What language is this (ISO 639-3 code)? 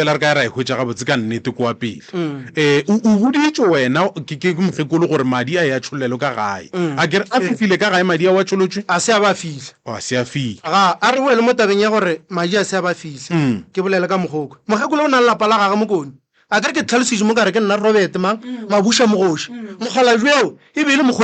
nso